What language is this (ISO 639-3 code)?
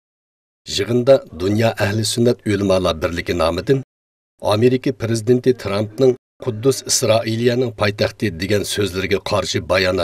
uig